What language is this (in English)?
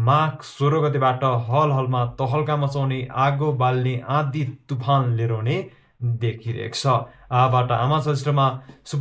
Nepali